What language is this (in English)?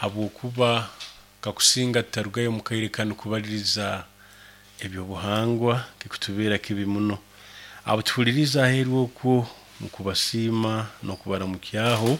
Nyoro